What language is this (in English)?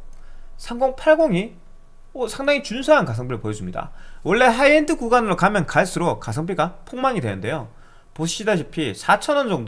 Korean